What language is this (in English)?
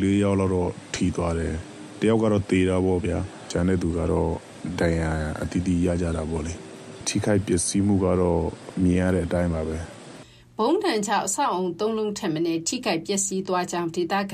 Burmese